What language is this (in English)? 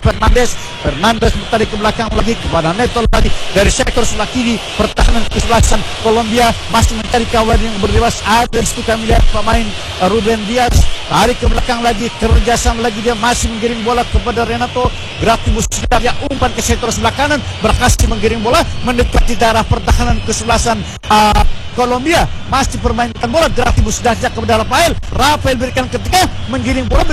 Indonesian